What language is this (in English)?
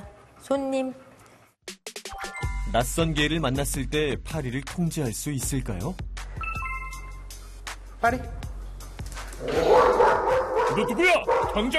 Korean